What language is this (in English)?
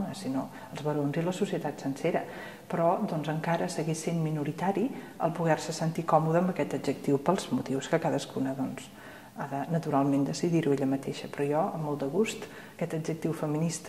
Catalan